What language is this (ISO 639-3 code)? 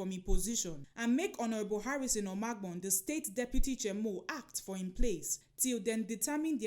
pcm